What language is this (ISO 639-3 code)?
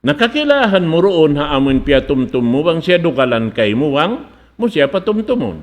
tsg